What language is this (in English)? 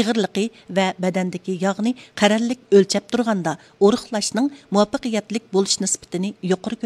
Uyghur